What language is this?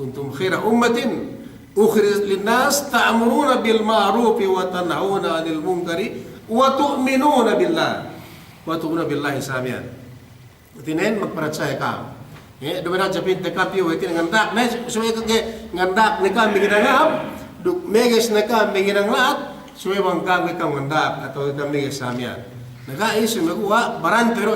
Yakan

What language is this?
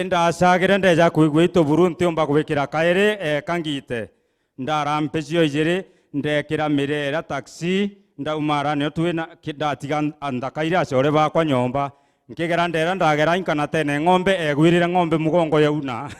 Meru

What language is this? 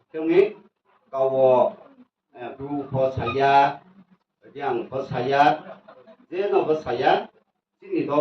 Riang (India)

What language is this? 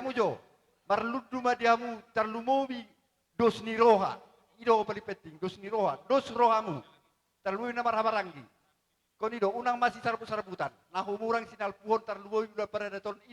Batak Toba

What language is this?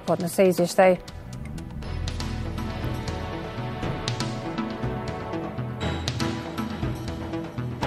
Bosnian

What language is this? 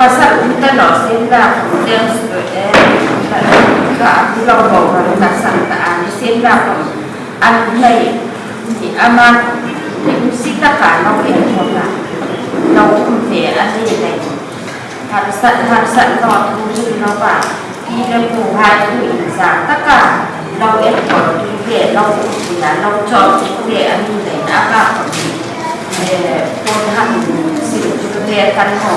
Hmar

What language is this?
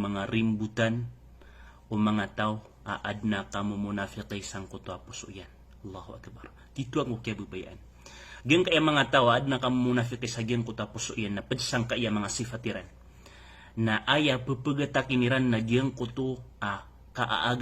Maranao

